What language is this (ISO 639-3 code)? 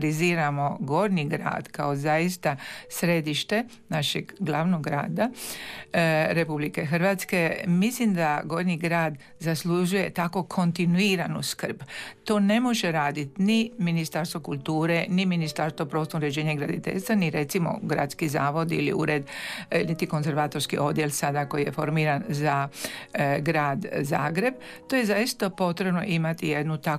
hrv